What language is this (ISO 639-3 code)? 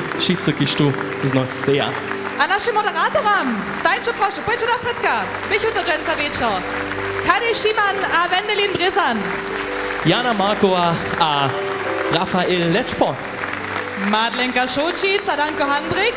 hsb